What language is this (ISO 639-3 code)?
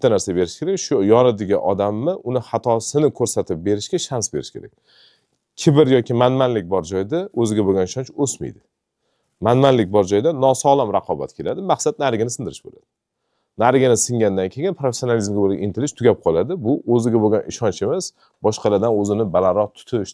uzb